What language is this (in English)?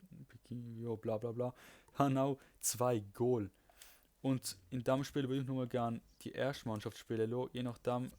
Swiss German